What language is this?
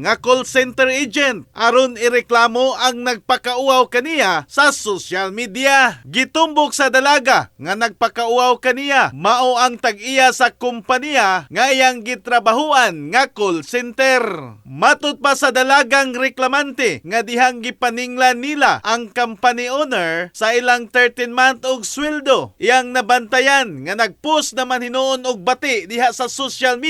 Cebuano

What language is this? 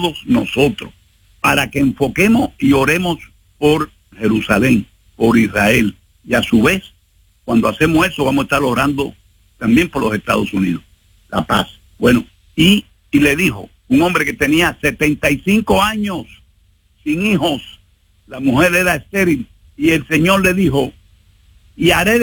Spanish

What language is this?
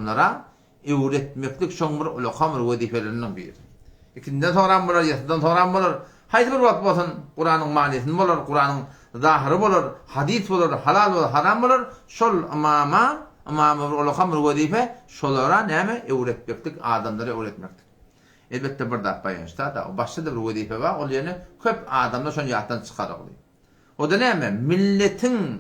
Turkmen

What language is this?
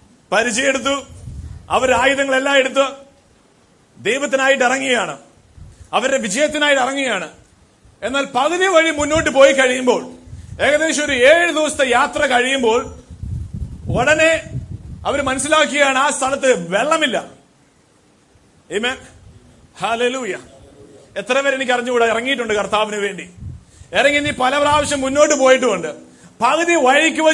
Malayalam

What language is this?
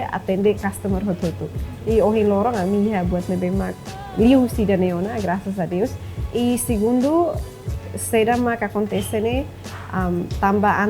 Tetum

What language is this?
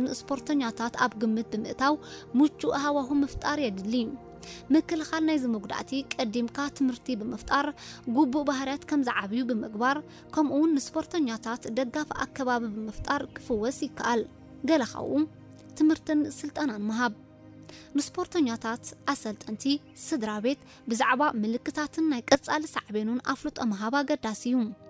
Tigrinya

